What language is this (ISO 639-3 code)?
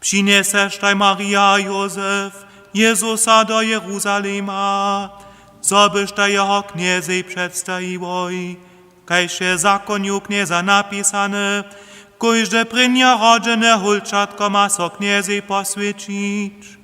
hsb